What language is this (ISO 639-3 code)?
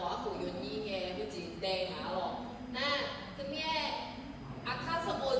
ahk